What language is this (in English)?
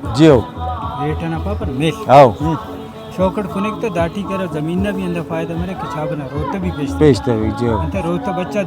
Brahui